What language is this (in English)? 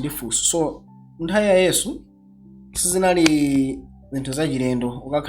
Nyanja